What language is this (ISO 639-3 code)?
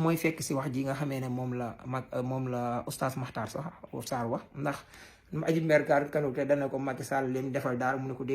wol